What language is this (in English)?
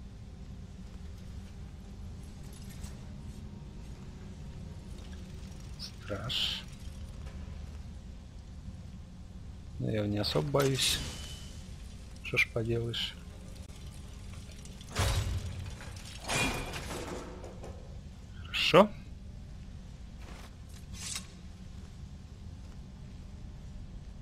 Russian